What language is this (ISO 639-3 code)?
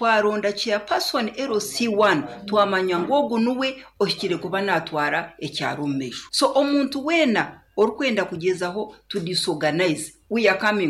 nyo